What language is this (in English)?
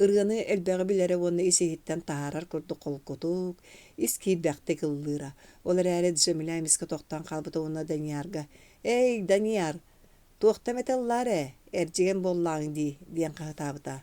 Yakut